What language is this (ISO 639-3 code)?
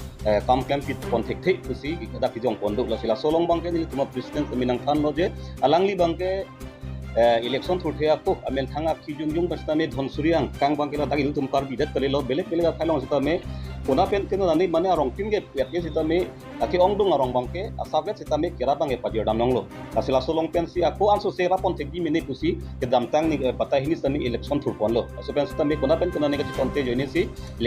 mjw